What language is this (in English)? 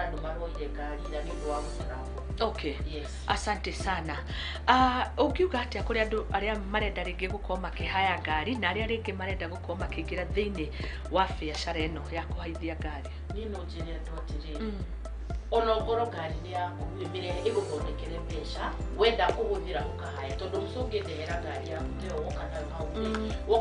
Kikuyu